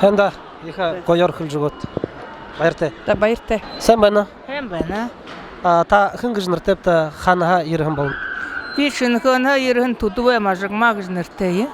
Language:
Buriat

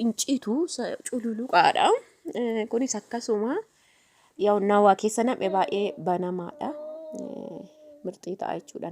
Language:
Oromo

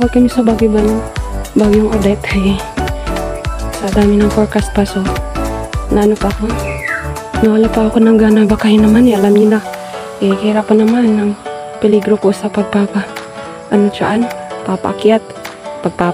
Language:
Filipino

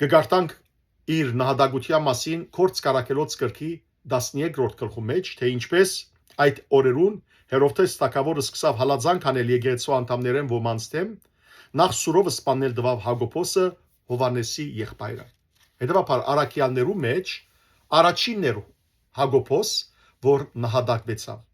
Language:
Western Armenian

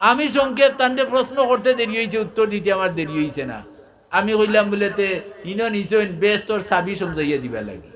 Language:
Sylheti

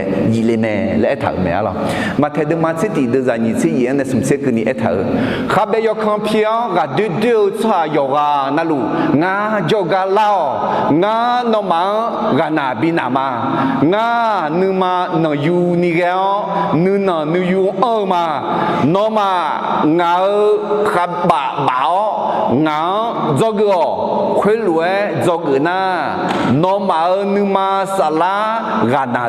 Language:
Akha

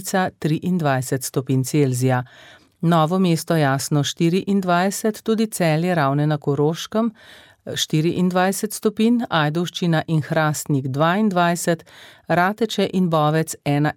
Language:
Slovenian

